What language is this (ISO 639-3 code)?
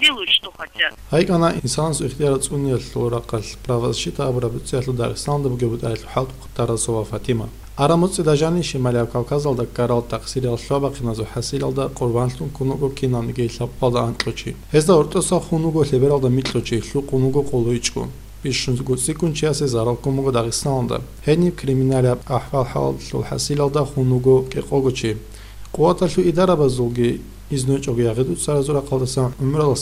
ava